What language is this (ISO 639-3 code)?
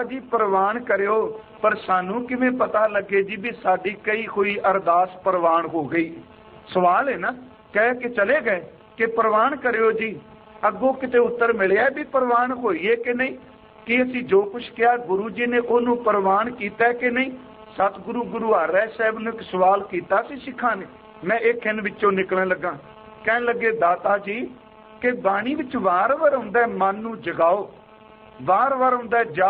pan